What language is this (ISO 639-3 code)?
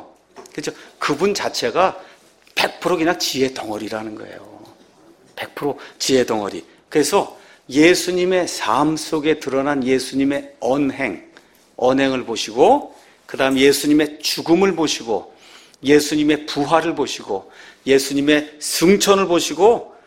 kor